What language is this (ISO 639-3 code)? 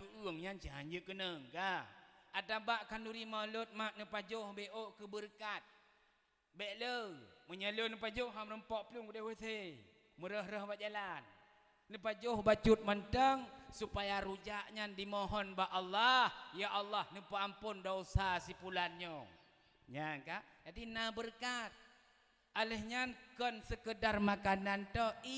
ace